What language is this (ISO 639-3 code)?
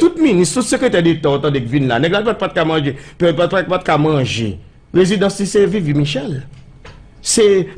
hat